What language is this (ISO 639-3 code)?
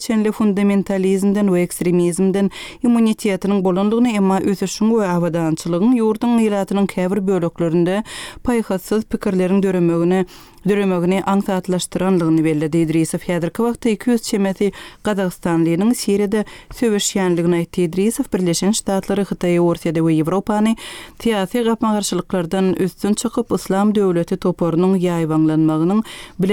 tuk